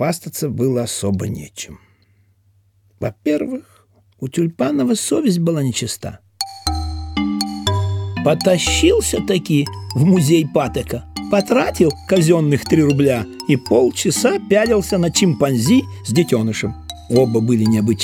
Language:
Russian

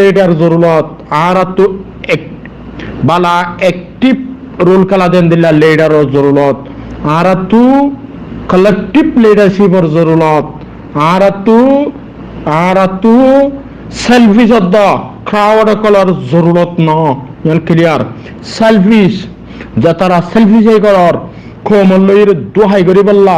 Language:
Rohingya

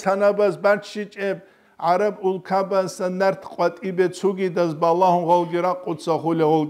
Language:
Avaric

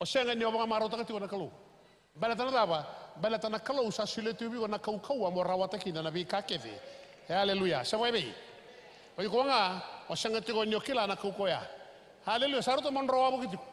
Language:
Fijian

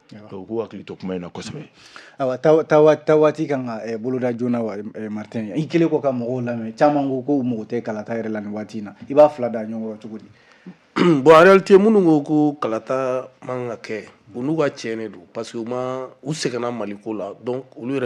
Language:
Bambara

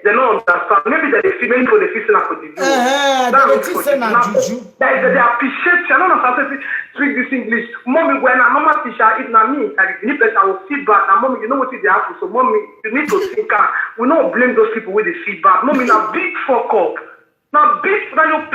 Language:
Nigerian Pidgin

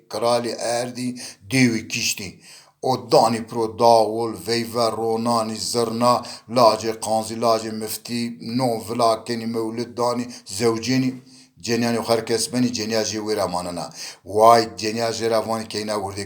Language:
Zaza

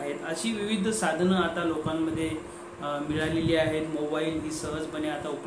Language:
Marathi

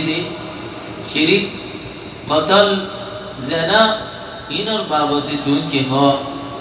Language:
Rohingya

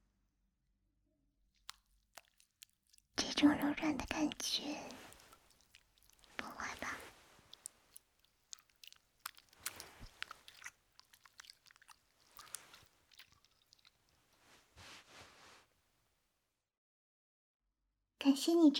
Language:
Chinese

